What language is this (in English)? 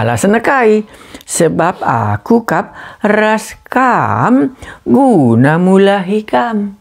Batak Karo